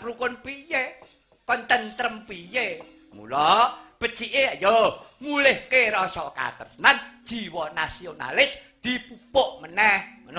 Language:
Javanese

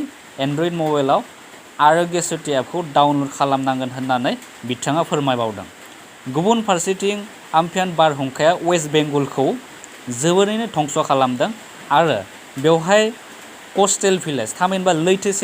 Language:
Bodo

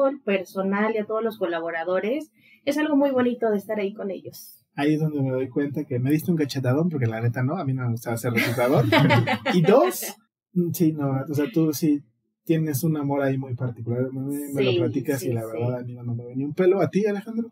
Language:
Spanish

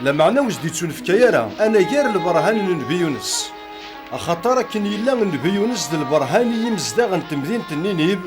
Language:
Kabyle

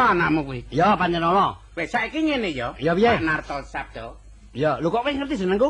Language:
Javanese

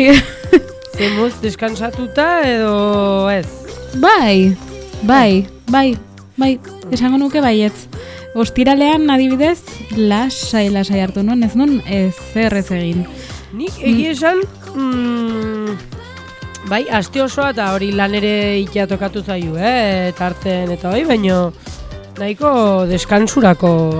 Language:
Basque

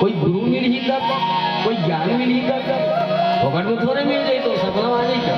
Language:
Chhattisgarhi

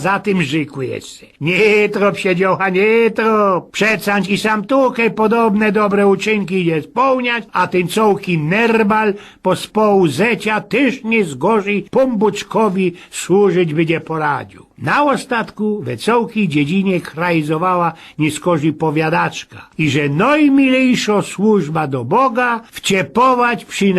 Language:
Silesian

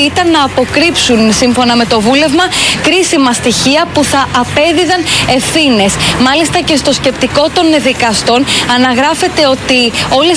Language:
Greek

